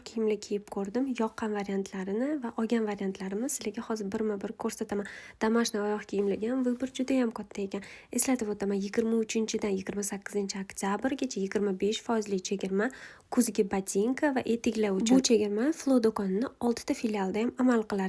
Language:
Uzbek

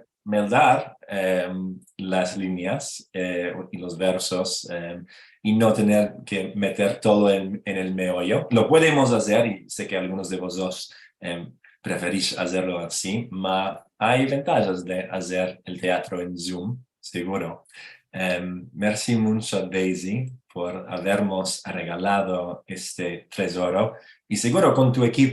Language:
Ladino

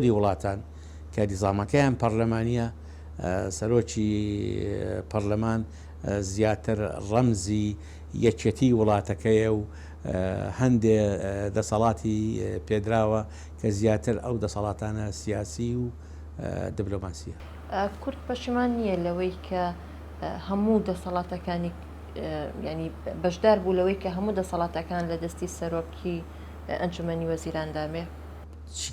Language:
Central Kurdish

